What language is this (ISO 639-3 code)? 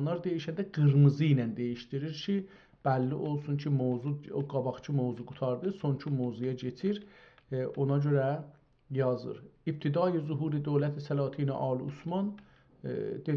azb